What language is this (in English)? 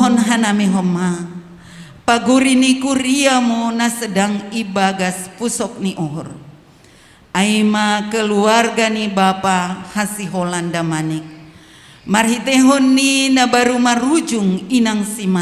Batak Simalungun